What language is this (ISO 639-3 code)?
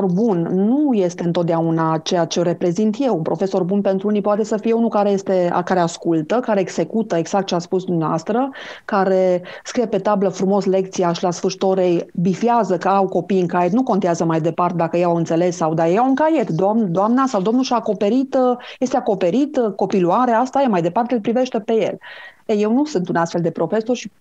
ron